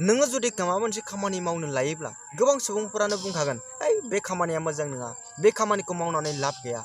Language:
Bodo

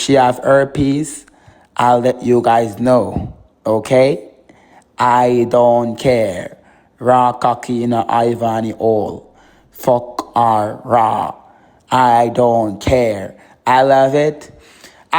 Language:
Jamaican Creole English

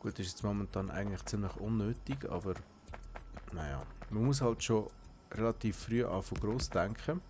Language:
Swiss German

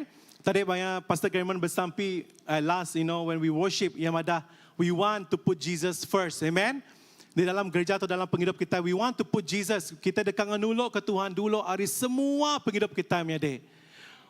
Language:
Iban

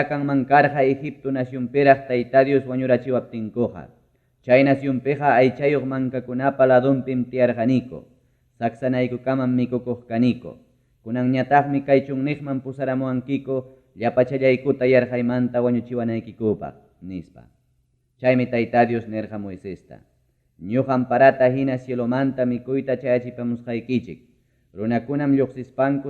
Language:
Ayacucho Quechua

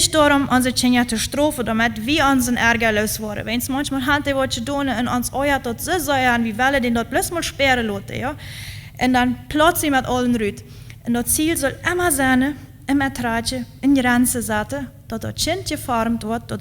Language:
Plautdietsch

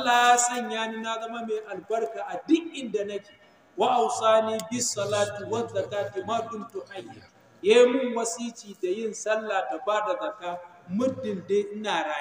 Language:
Hausa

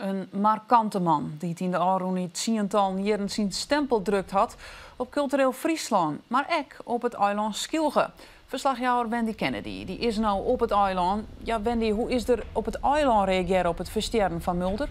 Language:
Western Frisian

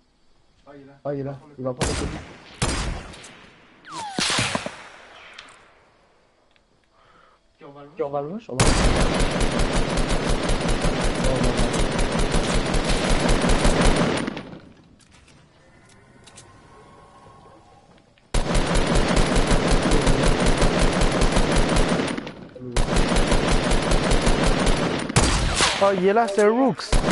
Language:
French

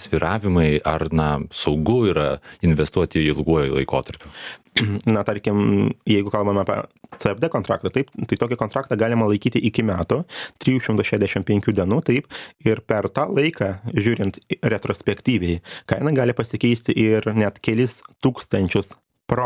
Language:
Lithuanian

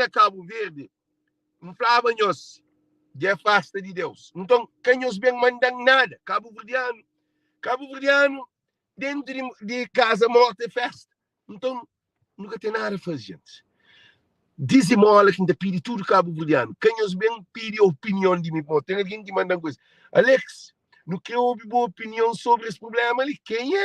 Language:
Kabuverdianu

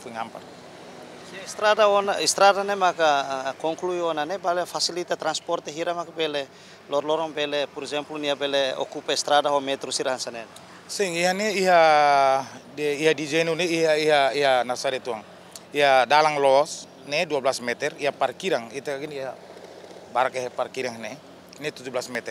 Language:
Tetum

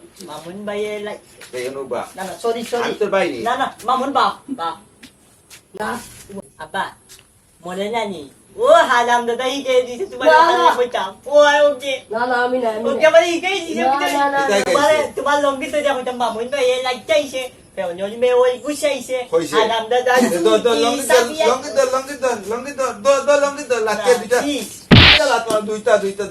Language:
Sylheti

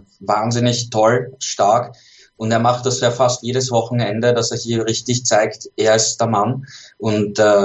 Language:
German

